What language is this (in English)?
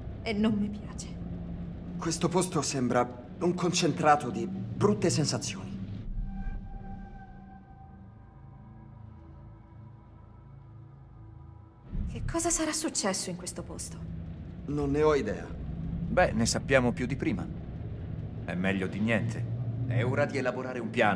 Italian